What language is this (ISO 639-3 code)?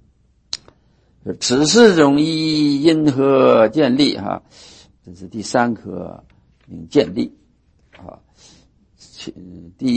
zho